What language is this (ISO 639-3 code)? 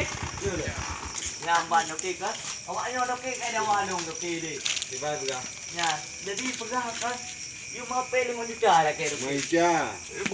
ace